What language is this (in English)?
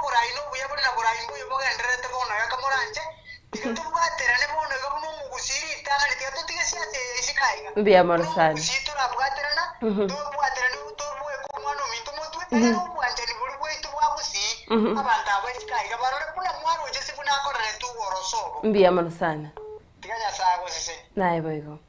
Gusii